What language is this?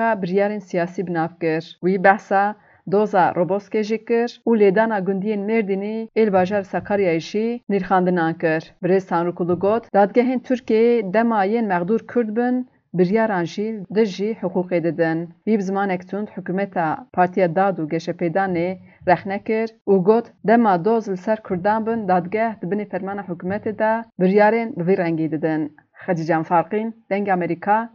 Kurdish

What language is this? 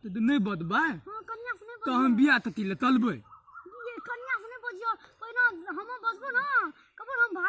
Maithili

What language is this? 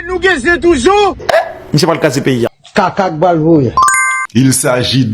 Haitian Creole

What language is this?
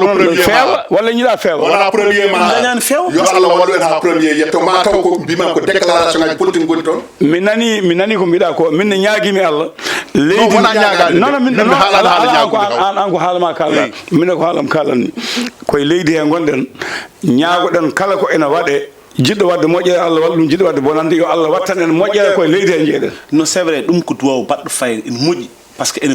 Fula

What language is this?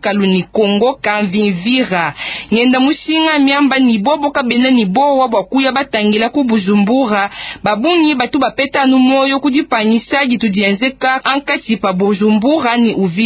Luba-Lulua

